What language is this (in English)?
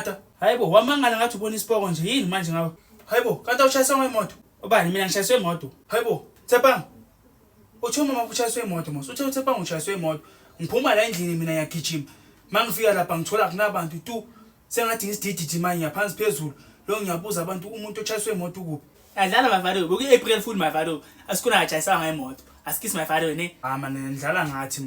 Zulu